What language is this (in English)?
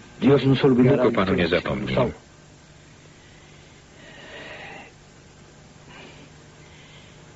Polish